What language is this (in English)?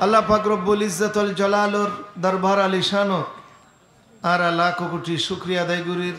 Rohingya